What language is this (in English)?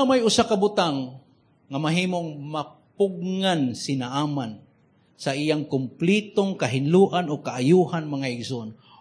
Cebuano